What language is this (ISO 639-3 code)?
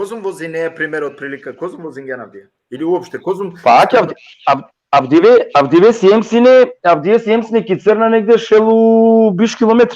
rmn